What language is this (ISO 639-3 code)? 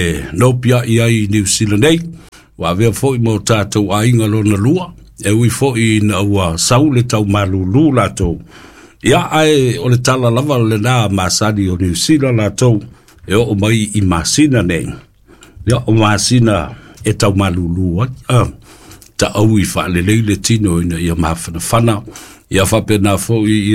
smo